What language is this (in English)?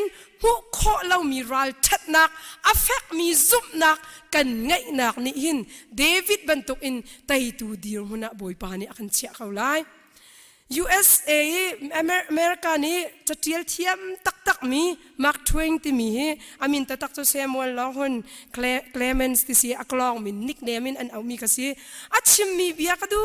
Hakha Chin